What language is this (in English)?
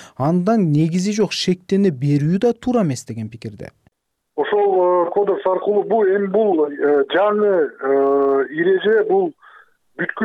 Kyrgyz